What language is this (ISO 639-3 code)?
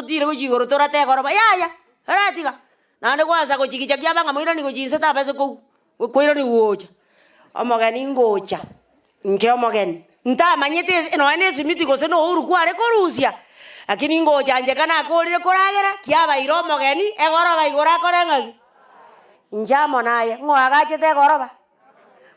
guz